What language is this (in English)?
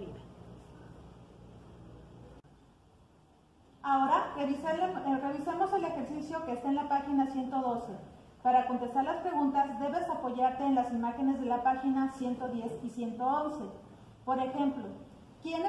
Spanish